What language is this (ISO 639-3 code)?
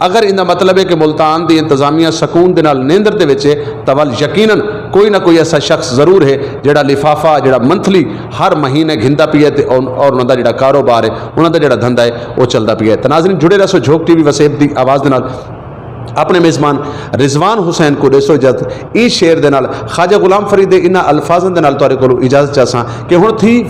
skr